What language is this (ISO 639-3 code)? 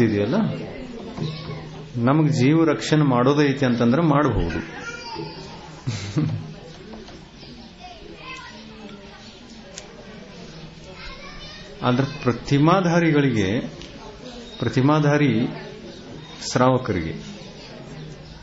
kan